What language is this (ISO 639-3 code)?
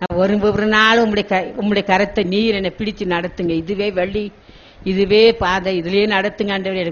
tam